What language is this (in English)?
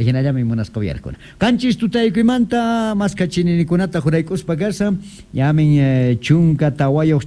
South Bolivian Quechua